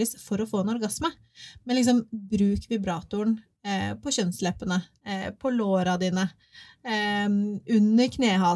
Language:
Norwegian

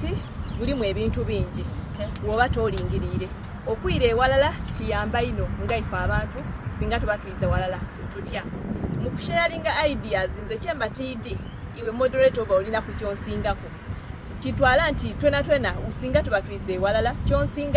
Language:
Soga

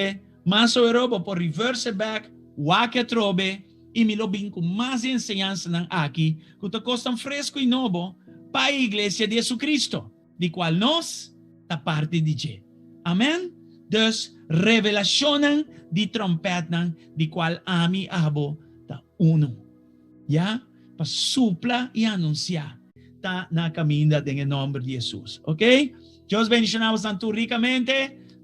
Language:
Papiamento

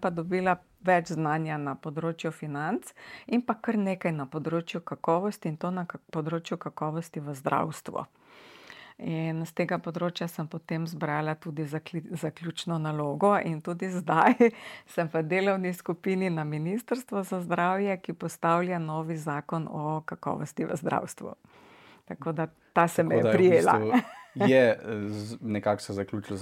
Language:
Slovenian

